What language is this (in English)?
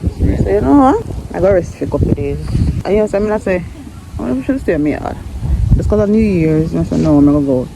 Jamaican Creole English